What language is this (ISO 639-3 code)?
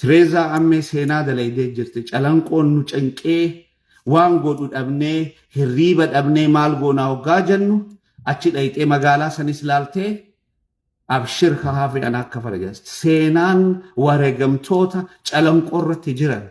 orm